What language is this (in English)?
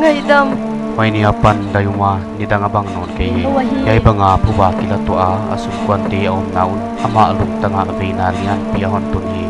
Paite Chin